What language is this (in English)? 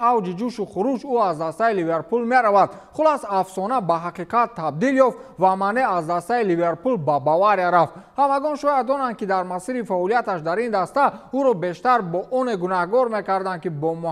Tajik